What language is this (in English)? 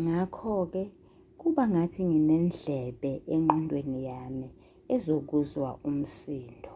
Zulu